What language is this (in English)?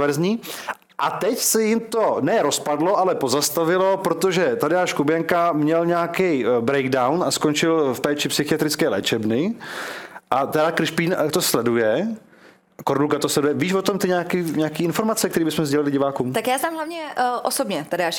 Czech